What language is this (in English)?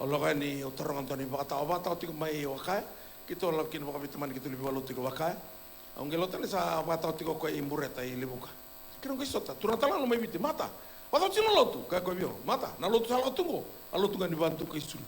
Fijian